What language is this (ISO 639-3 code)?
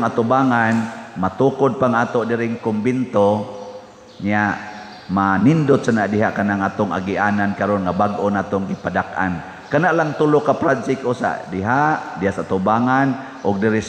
ceb